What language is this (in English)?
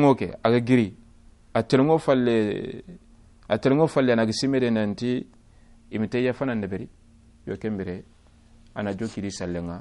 Soninke